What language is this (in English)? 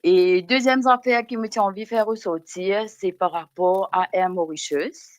Morisyen